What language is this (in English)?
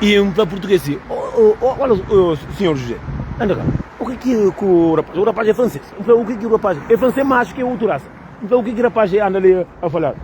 Kabuverdianu